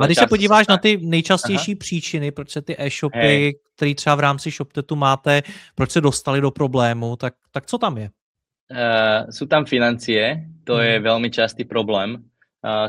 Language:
Slovak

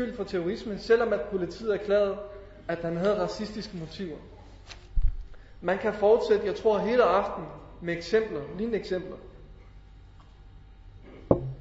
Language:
Danish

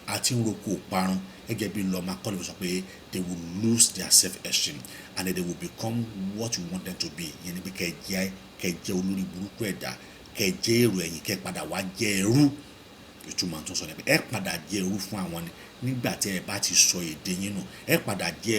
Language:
Yoruba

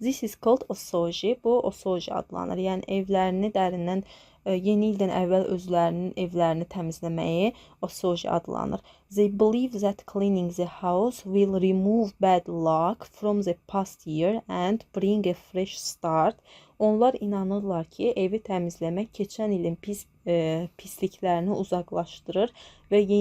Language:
Azerbaijani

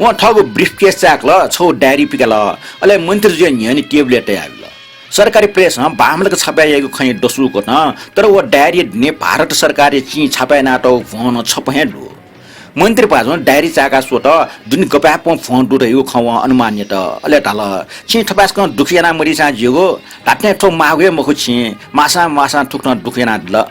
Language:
Newari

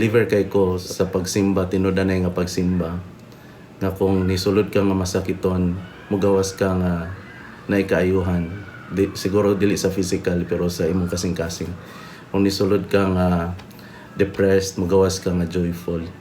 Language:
Cebuano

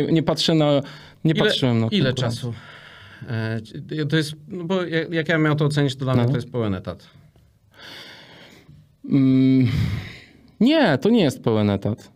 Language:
Polish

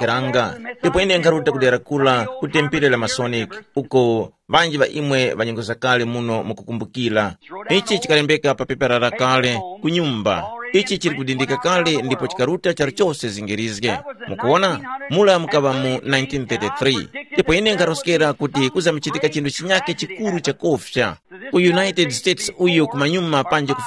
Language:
Tumbuka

